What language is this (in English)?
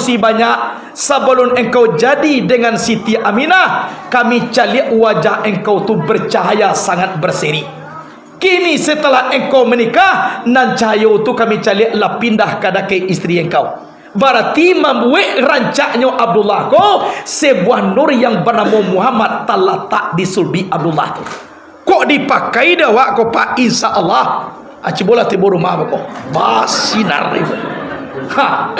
Minangkabau